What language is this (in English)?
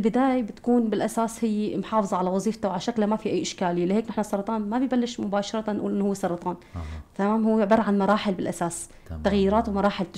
North Levantine Arabic